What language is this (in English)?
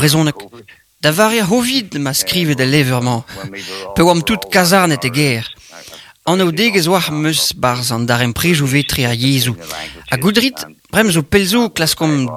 Breton